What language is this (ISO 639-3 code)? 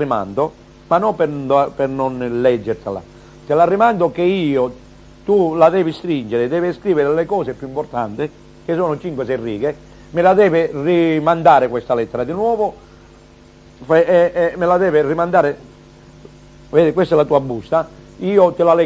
ita